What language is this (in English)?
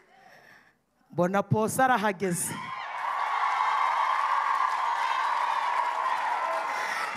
Kinyarwanda